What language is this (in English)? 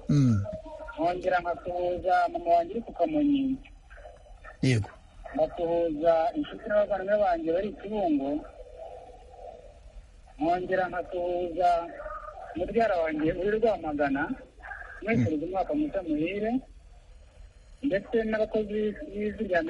Kinyarwanda